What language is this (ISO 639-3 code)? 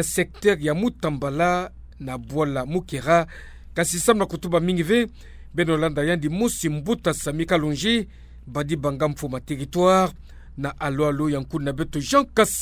ktu